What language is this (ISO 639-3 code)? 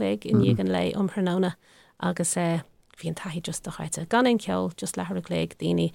gle